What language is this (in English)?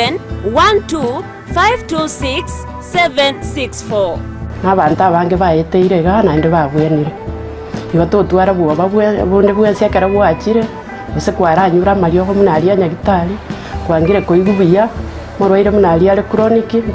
Gusii